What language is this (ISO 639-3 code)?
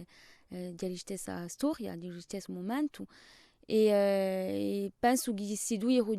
cos